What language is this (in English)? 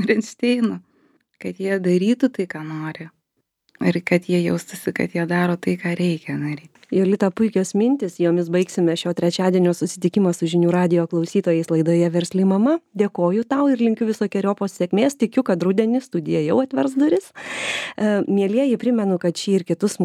Lithuanian